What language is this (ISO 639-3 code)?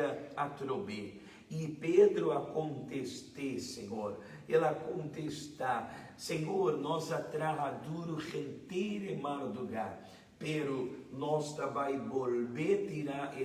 pap